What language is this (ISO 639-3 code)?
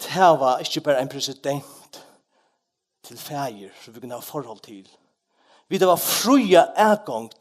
fao